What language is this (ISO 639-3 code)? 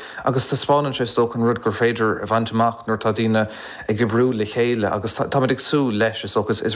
gle